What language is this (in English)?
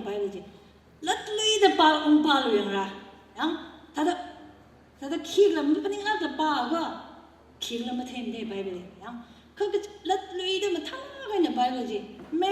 Tangkhul Naga (India)